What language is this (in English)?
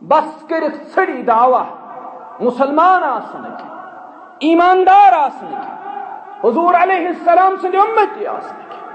Kashmiri